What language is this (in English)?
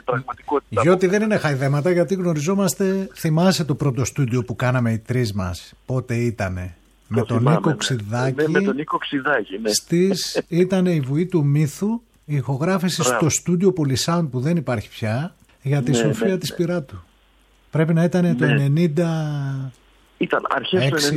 Greek